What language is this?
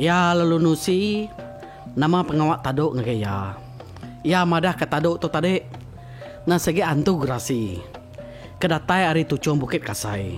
Iban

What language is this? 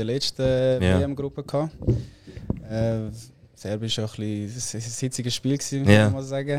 Swiss German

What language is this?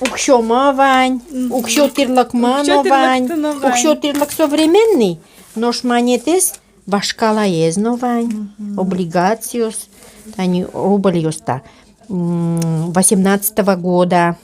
Udmurt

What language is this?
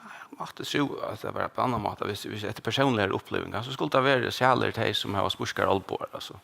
Faroese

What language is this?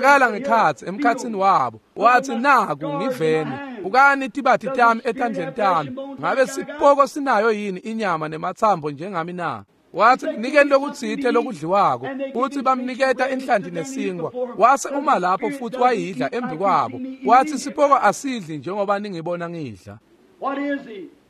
Swati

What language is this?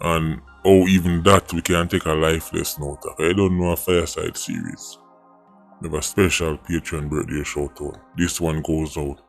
Jamaican Creole English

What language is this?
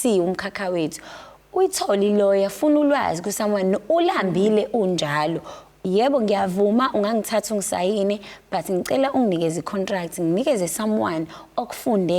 Zulu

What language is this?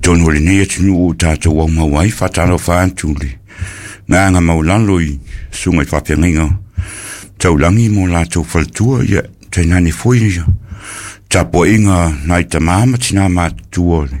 Samoan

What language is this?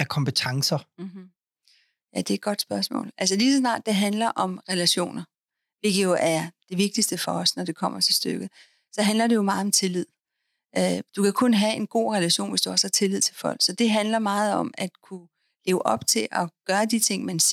Danish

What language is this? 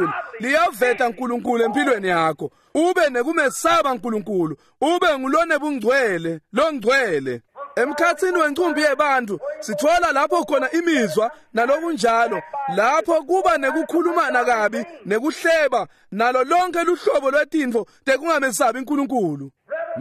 Swati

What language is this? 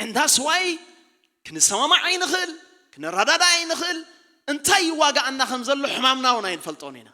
Tigrinya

